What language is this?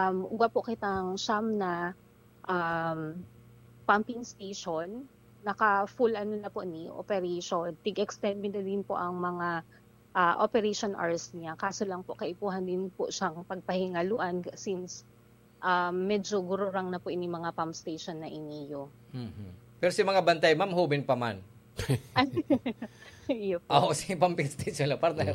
Bikol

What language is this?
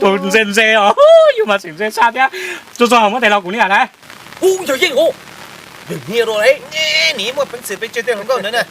Hmong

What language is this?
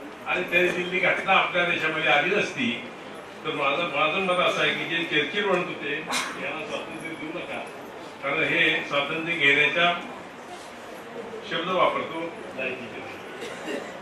Marathi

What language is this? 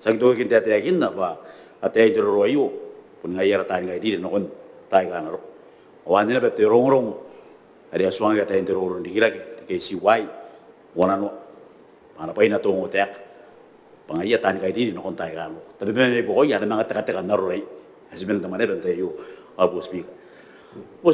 Gilbertese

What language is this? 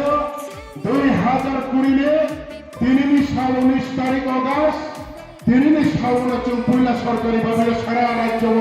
Riang (India)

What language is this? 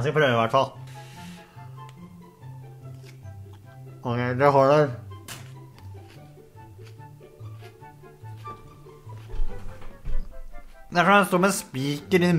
Norwegian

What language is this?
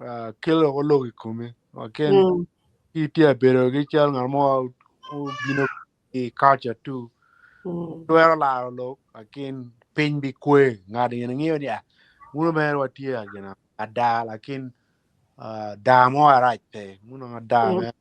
Acoli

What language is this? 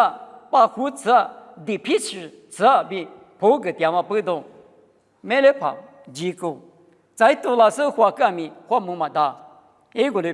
Lisu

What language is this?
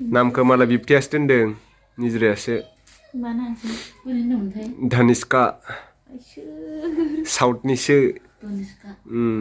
Bodo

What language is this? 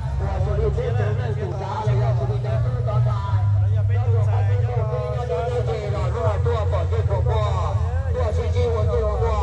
Hmong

